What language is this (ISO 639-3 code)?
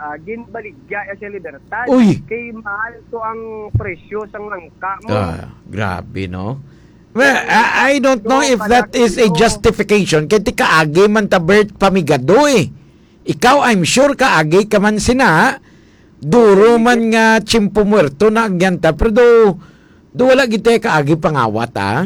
hil